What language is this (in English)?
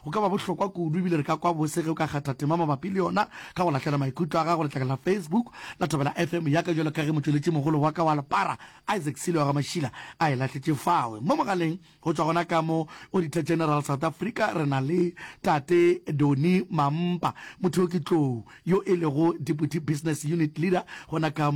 Northern Sotho